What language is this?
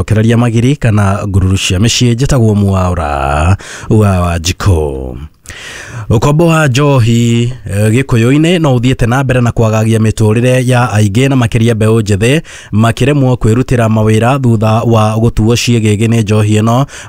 Kikuyu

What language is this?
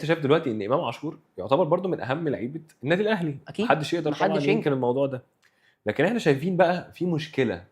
Egyptian Arabic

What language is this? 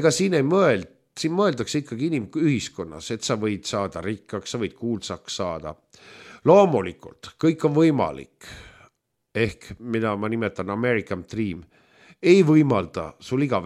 Estonian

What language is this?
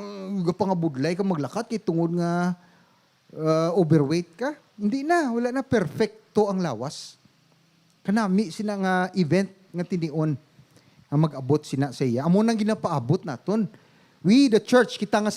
Hiligaynon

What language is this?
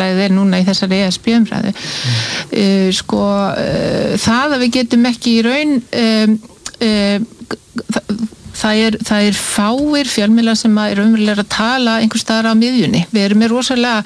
Icelandic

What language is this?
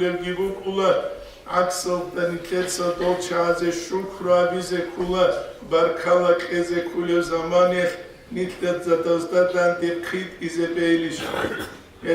Avaric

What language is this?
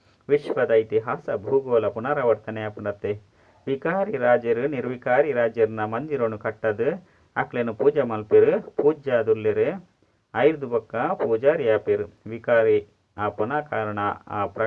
Tulu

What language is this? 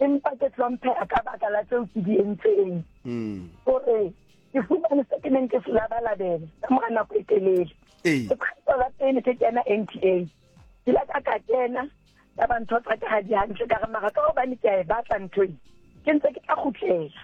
Southern Sotho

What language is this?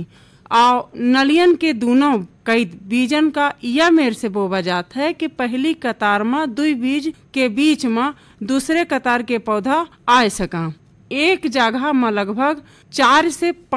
Bhojpuri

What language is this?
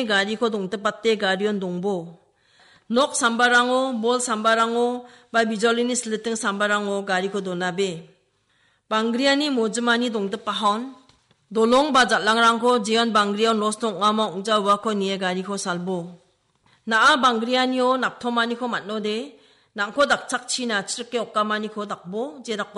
Garo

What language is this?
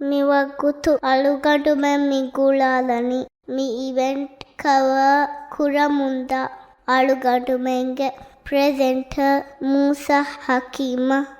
Divehi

